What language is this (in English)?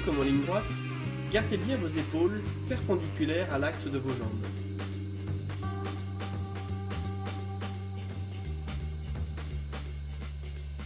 French